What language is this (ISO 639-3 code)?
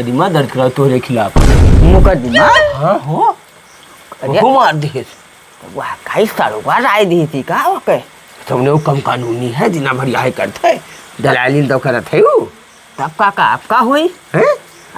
awa